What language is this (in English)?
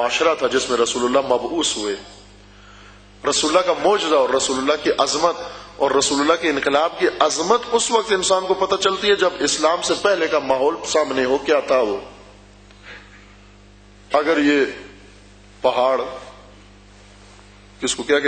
Urdu